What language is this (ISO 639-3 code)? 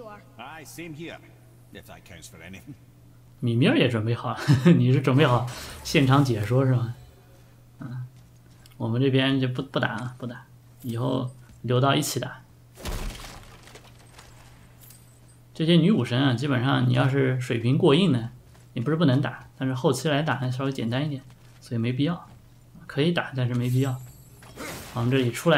zho